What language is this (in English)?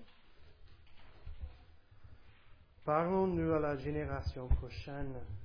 French